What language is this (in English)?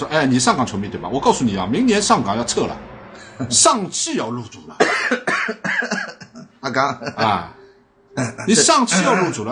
Chinese